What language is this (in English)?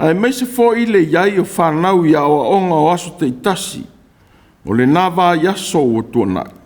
Samoan